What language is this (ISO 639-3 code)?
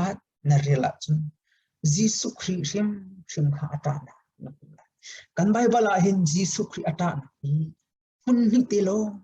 cnh